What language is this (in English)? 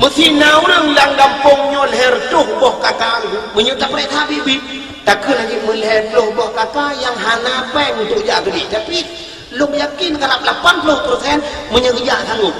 Achinese